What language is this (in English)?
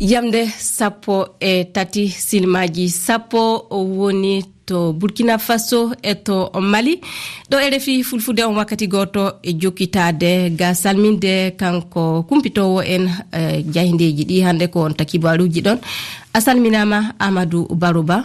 Fula